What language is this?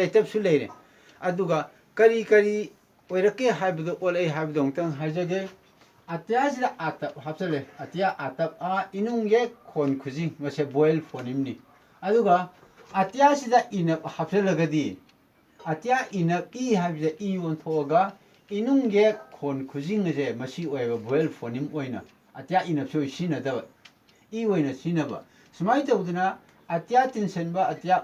Manipuri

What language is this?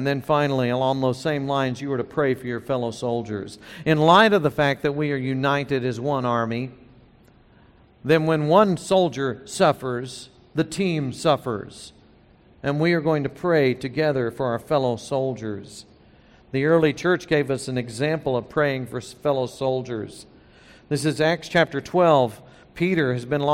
English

